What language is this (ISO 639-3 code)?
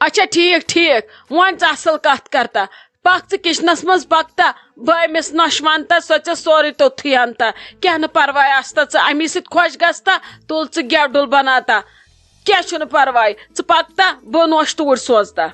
kas